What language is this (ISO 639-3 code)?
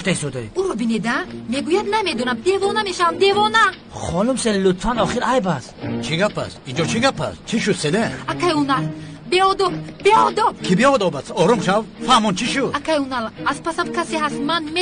tgk